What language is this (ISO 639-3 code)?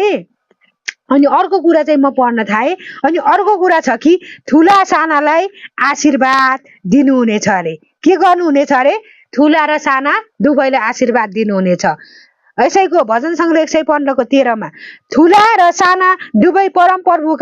nep